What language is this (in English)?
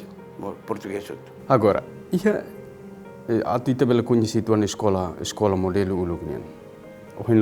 Tetum